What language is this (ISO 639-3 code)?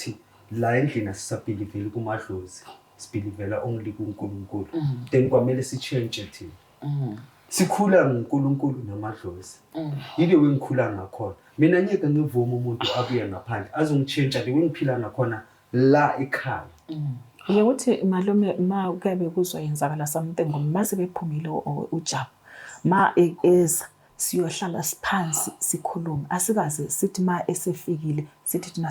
zul